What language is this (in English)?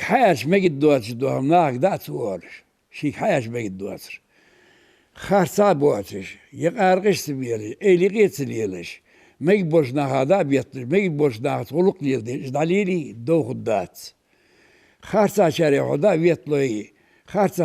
Ingush